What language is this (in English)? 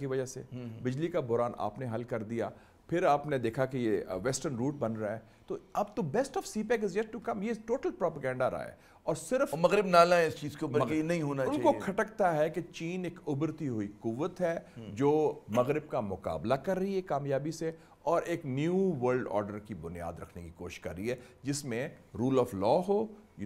Urdu